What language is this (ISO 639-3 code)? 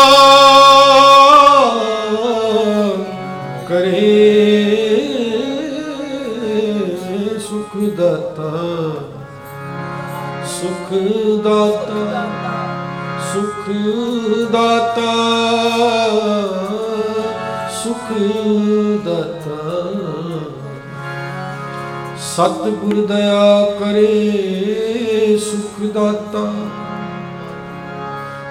pan